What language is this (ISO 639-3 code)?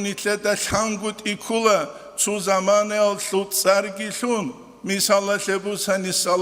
ava